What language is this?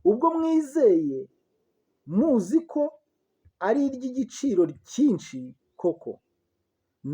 Kinyarwanda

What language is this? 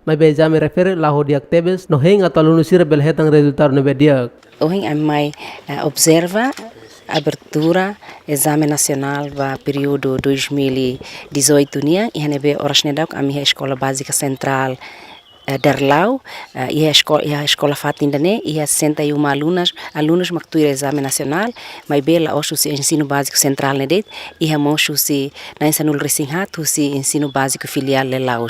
Tetum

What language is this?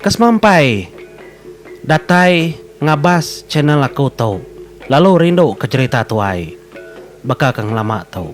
Iban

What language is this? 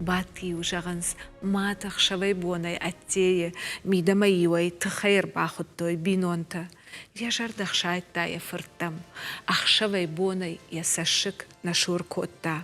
Ossetic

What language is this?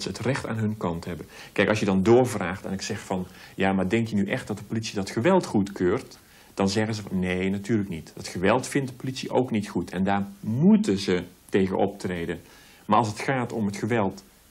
Dutch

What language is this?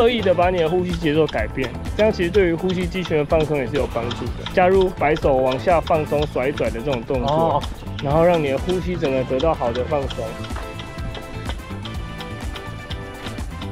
Chinese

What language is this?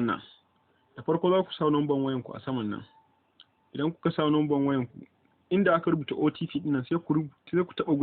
Hausa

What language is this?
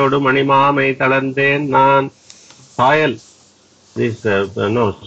English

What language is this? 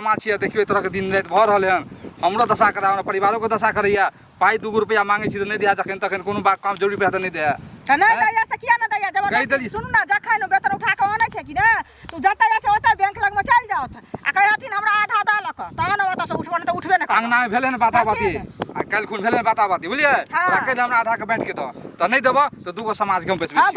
Maithili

